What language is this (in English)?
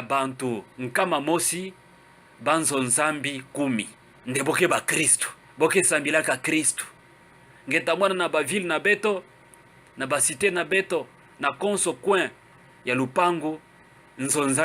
Kituba (Democratic Republic of Congo)